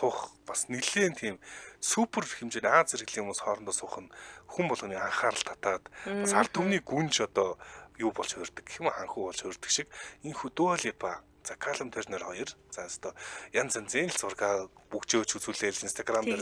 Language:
Mongolian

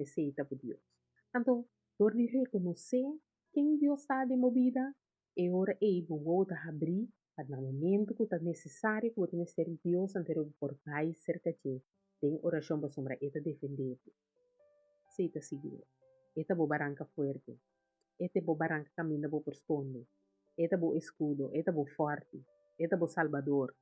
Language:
Papiamento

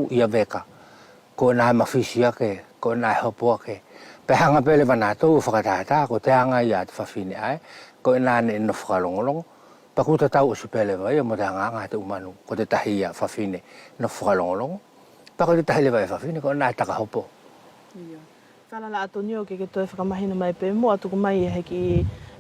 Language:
Wallisian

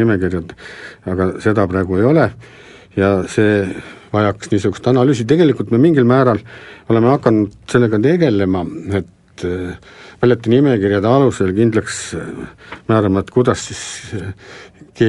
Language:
Estonian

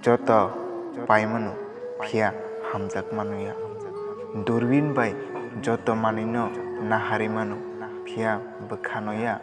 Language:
Kok Borok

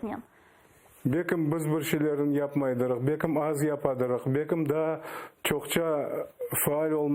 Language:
Crimean Tatar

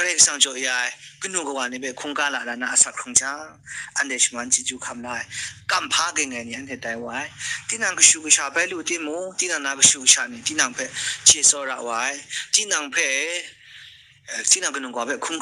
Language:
Kachin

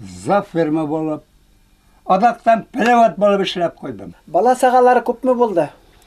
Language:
Bashkir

